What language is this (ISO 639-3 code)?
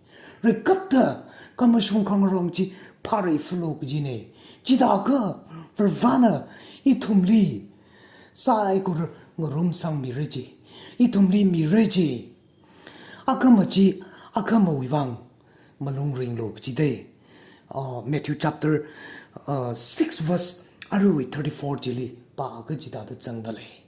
nmf